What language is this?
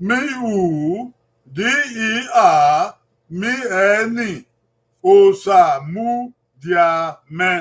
Bini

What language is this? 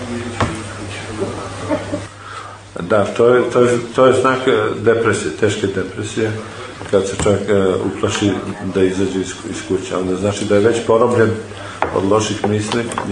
Serbian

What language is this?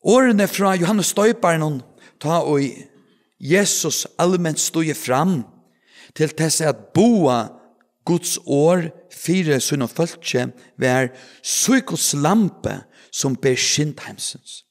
Faroese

